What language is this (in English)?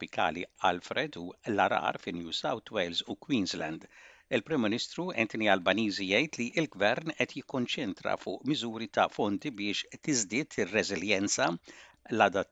Maltese